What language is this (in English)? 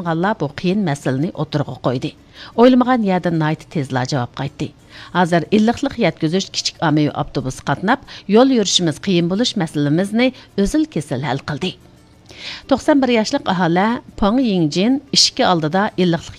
Uyghur